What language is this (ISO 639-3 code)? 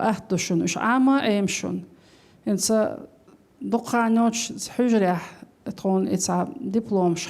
che